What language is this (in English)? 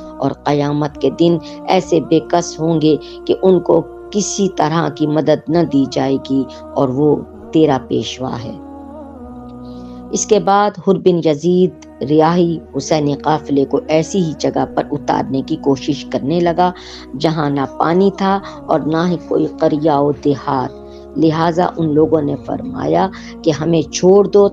Urdu